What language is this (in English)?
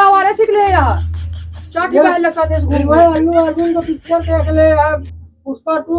Awadhi